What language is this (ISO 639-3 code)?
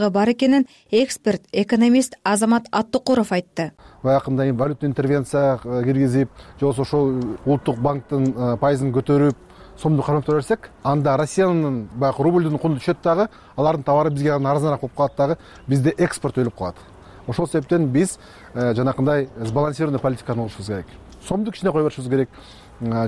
kir